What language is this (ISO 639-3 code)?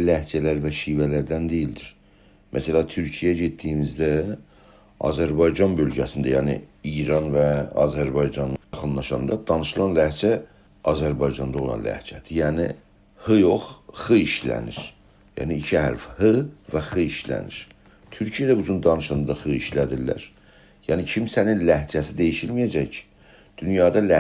azb